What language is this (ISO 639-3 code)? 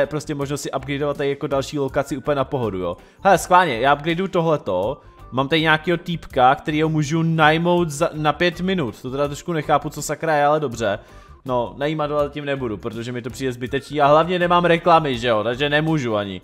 ces